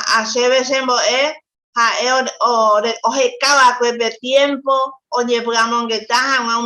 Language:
Guarani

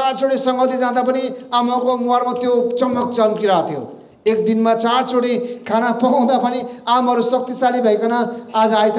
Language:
Nepali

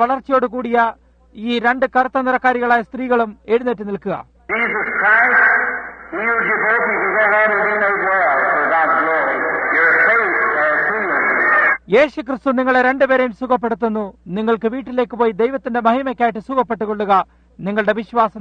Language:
Malayalam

